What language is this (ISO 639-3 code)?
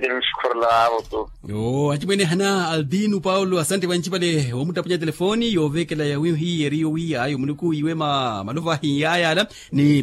vmw